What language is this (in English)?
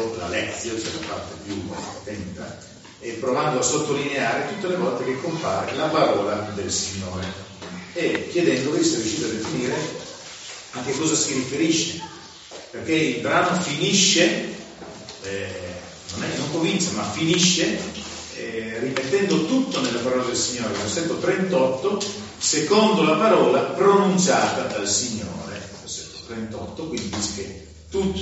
Italian